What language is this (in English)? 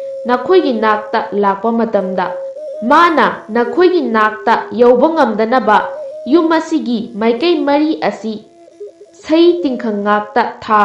Manipuri